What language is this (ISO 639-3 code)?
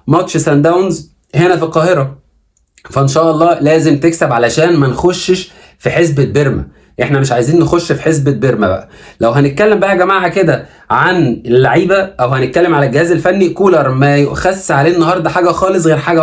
arz